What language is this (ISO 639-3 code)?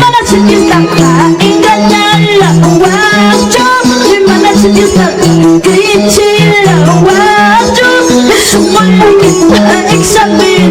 quy